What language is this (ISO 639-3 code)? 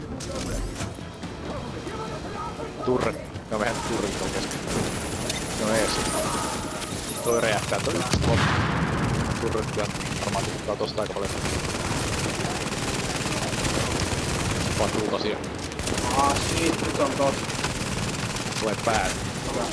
fin